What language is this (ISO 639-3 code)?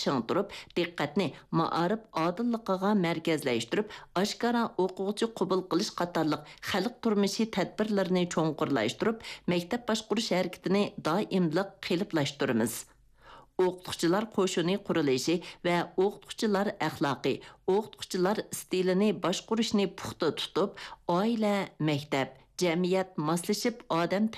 uig